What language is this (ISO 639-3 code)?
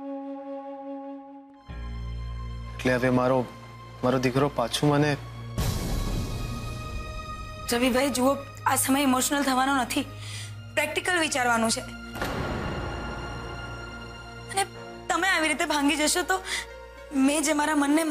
guj